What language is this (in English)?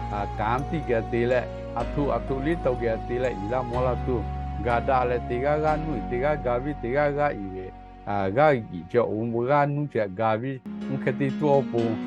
Lahu